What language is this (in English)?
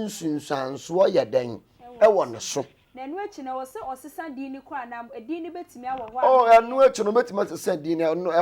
Akan